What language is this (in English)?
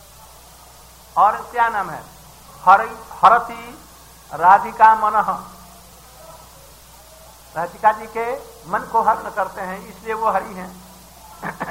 Hindi